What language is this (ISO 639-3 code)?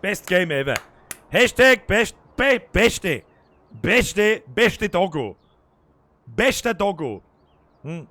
bar